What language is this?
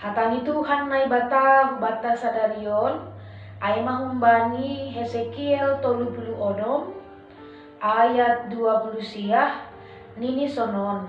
Batak Simalungun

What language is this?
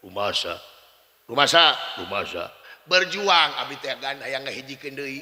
Sundanese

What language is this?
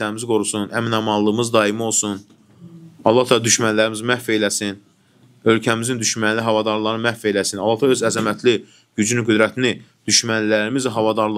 Azerbaijani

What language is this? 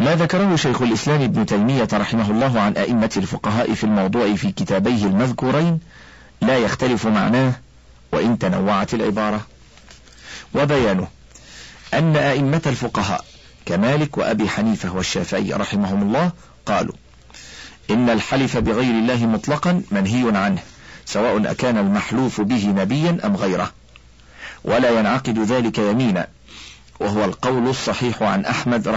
Arabic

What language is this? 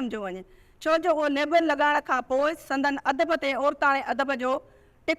Sindhi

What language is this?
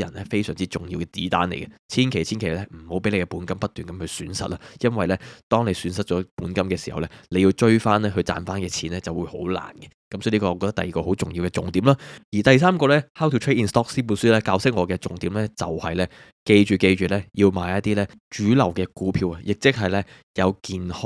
Cantonese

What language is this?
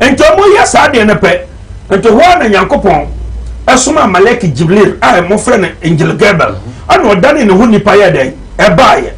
Akan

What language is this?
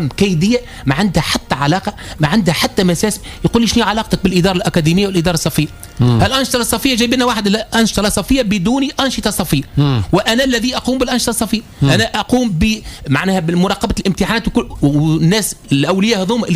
Tunisian Arabic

